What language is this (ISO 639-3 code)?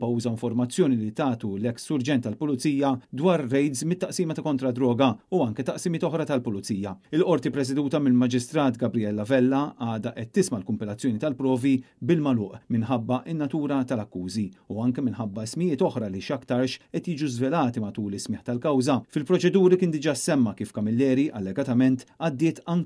mlt